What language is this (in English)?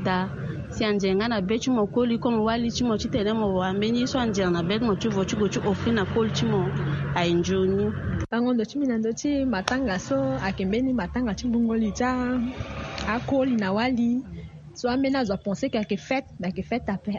Sango